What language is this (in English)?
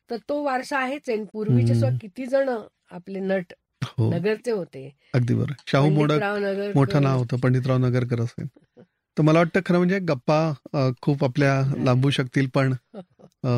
Marathi